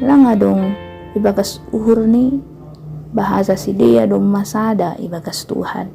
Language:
Batak Simalungun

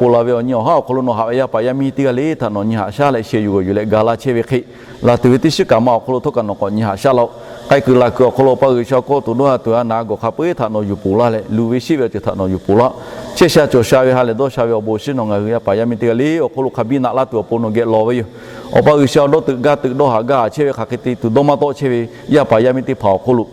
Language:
Lahu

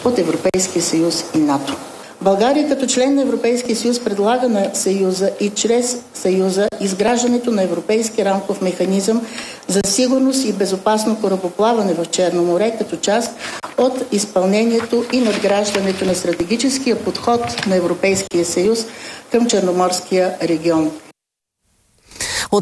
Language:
Bulgarian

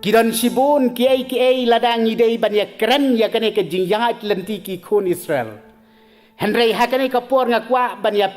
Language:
Khasi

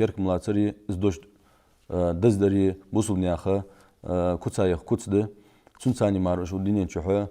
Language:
Ingush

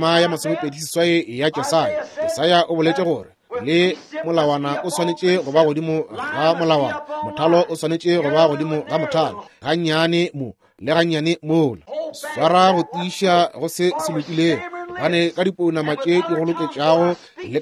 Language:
Northern Sotho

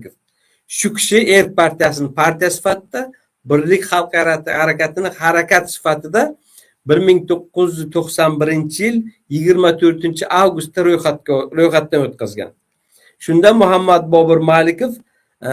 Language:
Uzbek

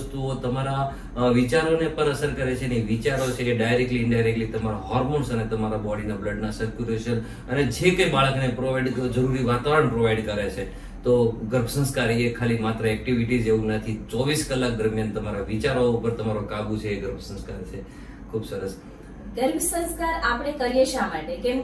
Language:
Gujarati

